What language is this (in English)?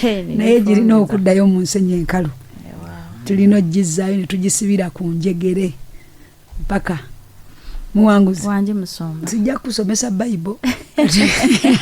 Ganda